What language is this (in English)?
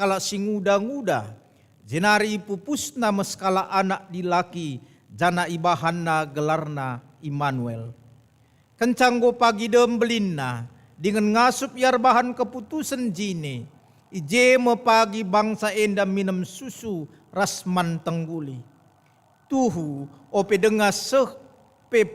Batak Karo